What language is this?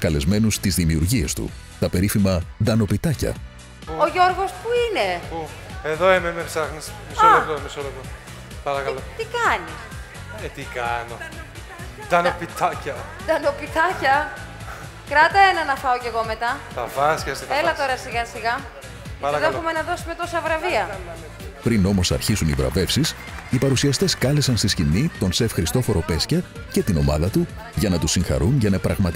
Greek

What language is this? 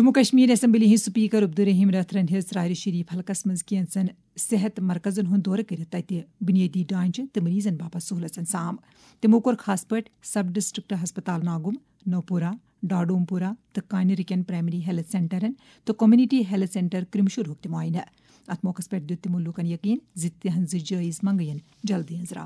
Kashmiri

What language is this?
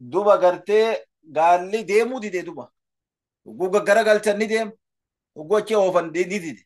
Oromo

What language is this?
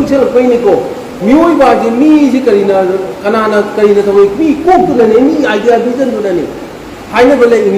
Manipuri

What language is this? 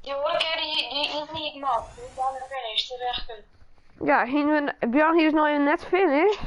Western Frisian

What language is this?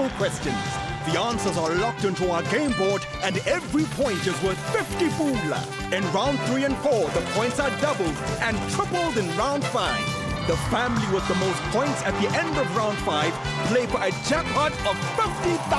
Tswana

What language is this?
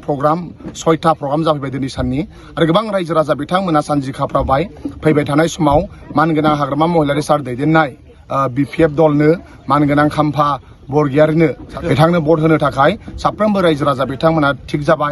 Bodo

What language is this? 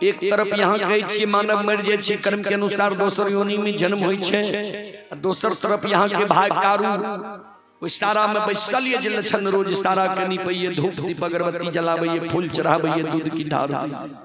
Maithili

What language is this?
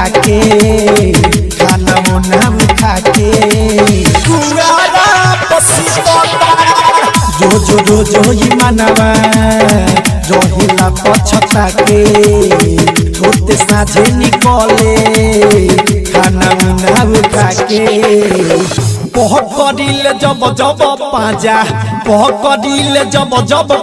Bhojpuri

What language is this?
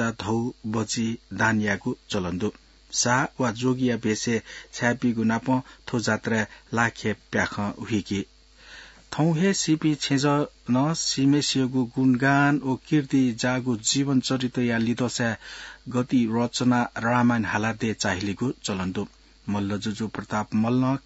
Newari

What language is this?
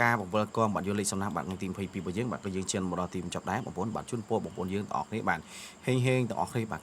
Khmer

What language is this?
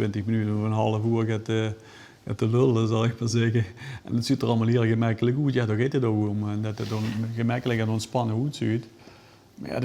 Limburgish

